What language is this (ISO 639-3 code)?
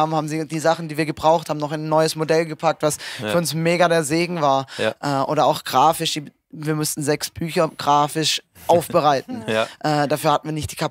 gsw